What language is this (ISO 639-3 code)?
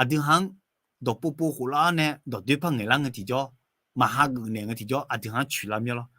ahk